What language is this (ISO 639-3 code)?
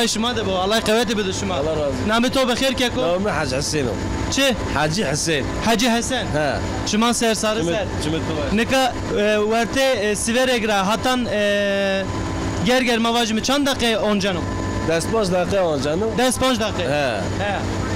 zza